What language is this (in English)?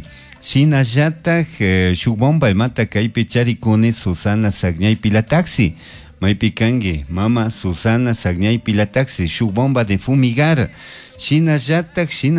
Chimborazo Highland Quichua